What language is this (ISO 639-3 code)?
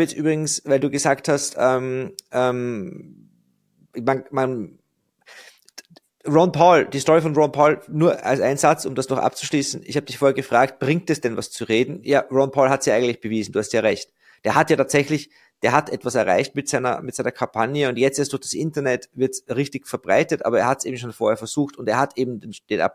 deu